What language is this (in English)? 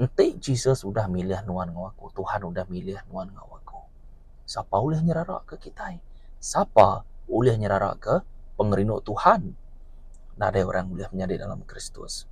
Iban